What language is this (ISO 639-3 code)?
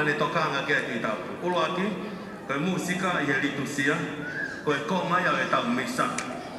ton